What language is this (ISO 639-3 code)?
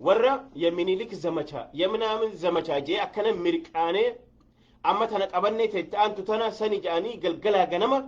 orm